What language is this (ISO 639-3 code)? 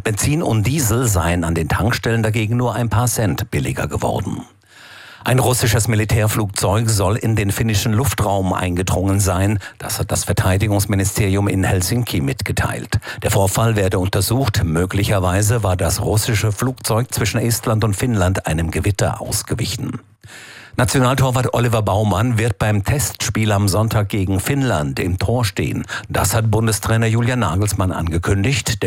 deu